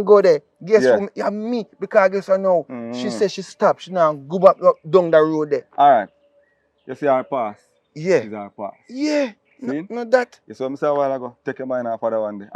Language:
Jamaican Creole English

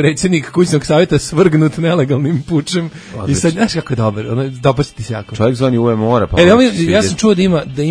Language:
Serbian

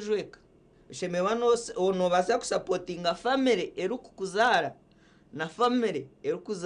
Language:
Nyankole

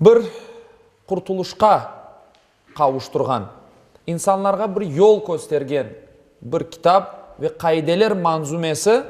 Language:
Crimean Tatar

